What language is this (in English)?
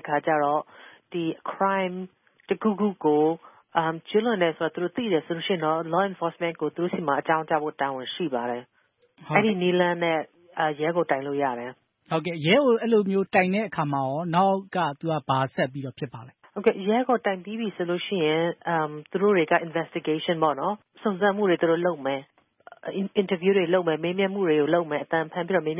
Burmese